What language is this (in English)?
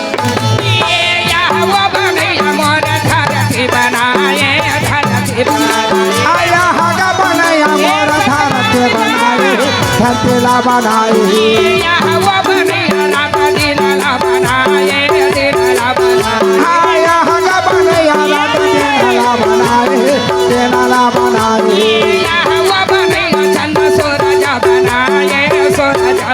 Chhattisgarhi